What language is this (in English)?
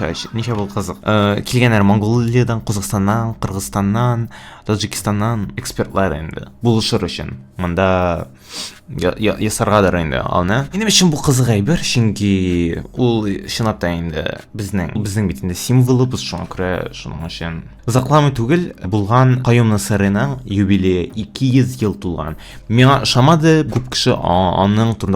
Tatar